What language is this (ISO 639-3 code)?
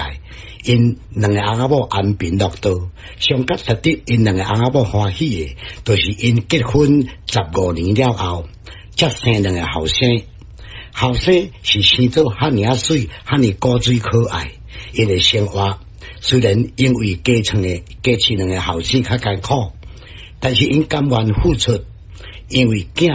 nan